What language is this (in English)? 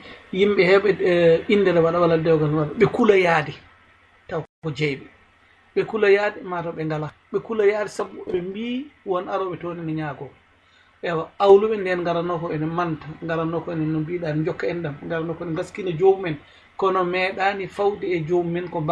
Fula